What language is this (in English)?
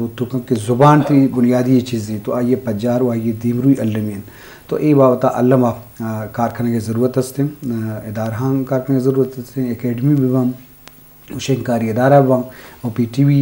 Eastern Balochi